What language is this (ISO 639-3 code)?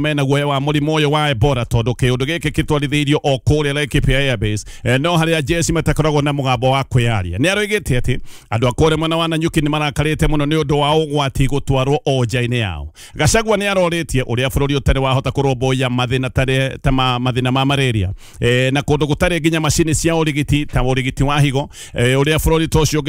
kik